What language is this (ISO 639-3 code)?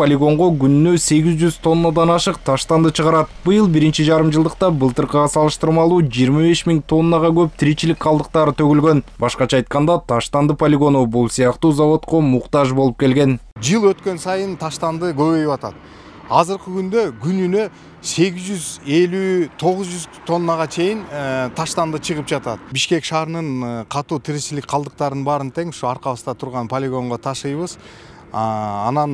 kir